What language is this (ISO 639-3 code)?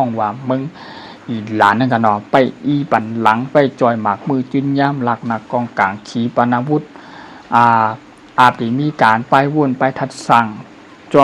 shn